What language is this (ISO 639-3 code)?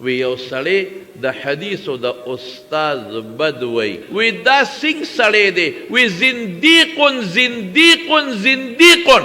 pus